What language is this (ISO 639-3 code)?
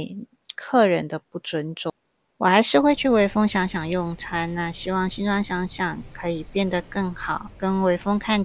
zho